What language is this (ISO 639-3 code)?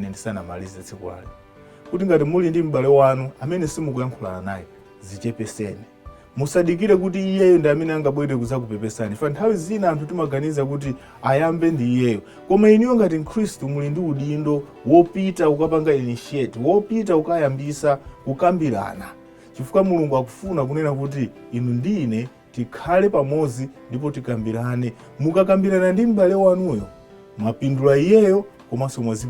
nya